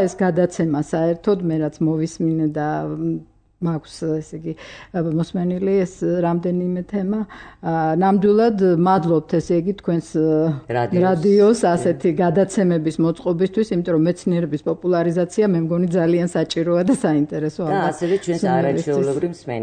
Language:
Georgian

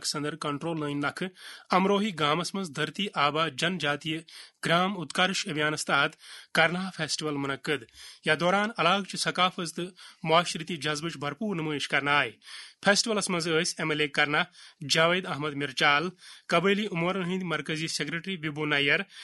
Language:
Kashmiri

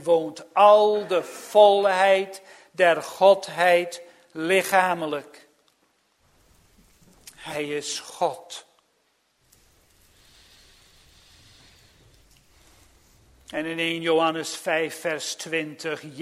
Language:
Dutch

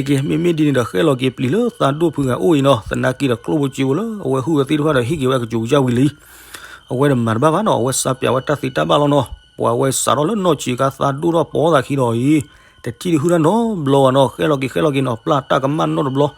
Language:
S'gaw Karen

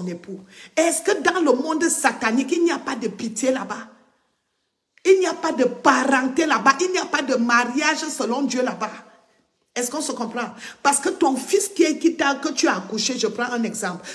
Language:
French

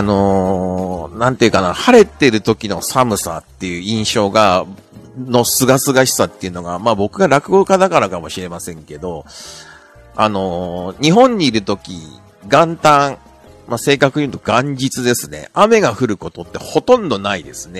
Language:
Japanese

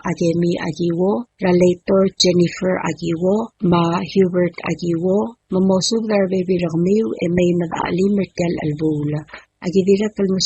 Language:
Palauan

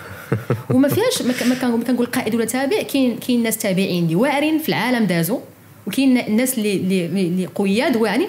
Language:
Moroccan Arabic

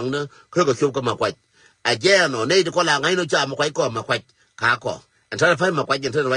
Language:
Nuer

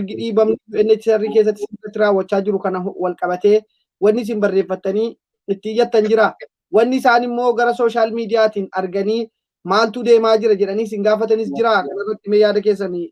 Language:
Oromo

